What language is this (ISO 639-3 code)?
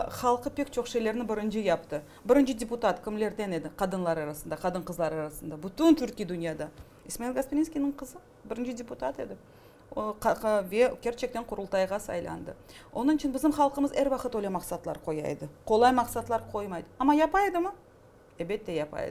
crh